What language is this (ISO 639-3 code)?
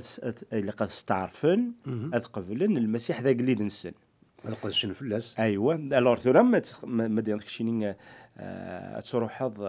kab